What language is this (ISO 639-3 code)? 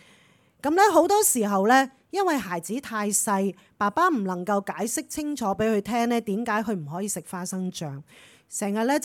yue